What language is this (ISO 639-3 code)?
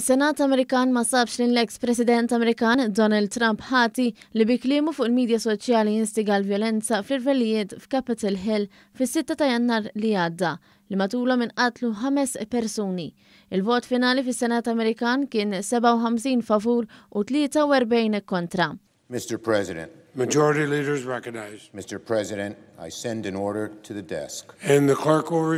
mlt